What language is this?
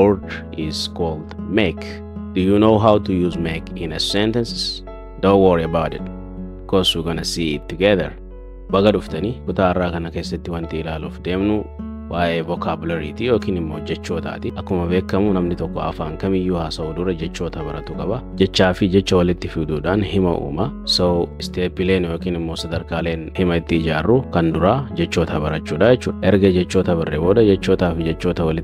Oromo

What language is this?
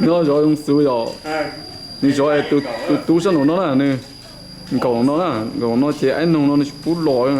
Hmong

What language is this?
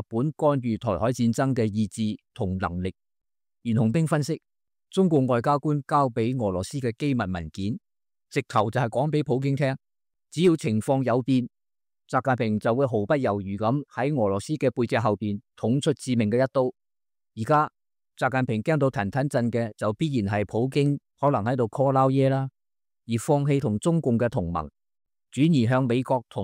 Cantonese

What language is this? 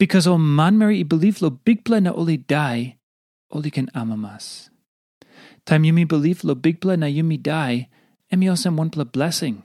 Tok Pisin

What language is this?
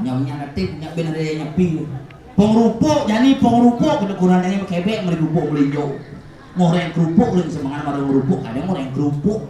Balinese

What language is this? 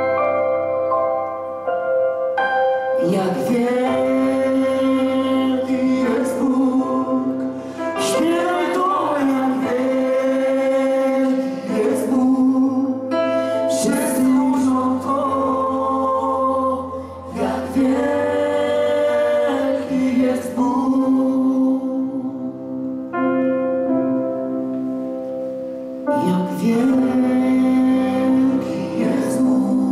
Polish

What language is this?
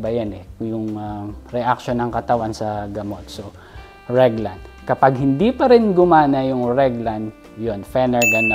Filipino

